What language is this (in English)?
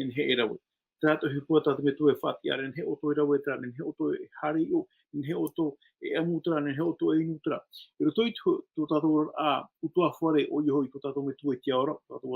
Tahitian